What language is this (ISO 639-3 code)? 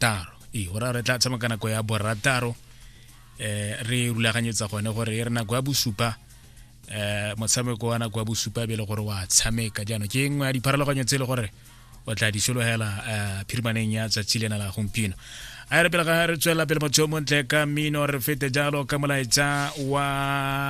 tsn